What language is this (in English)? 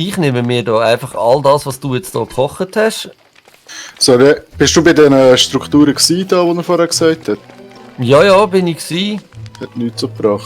Swiss German